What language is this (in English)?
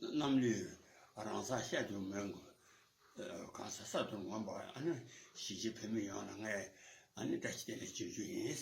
Tibetan